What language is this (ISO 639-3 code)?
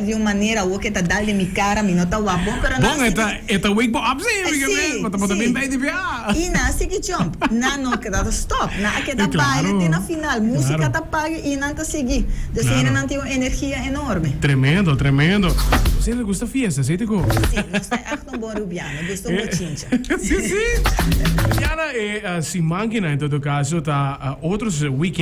pap